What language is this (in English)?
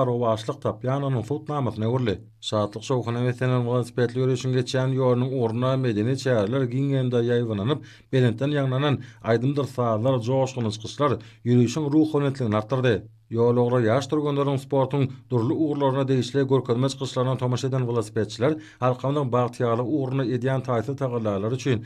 Turkmen